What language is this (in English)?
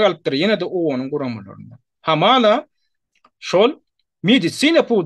Turkmen